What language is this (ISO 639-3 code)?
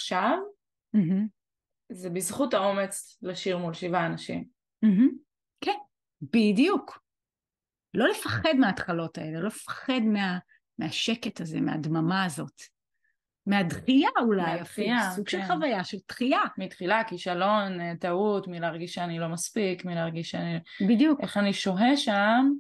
heb